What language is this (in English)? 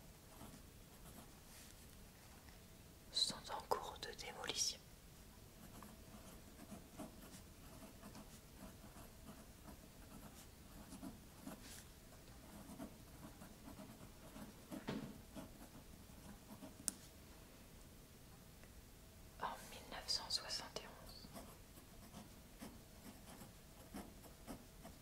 French